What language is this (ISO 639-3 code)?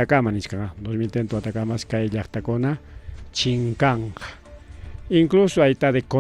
quy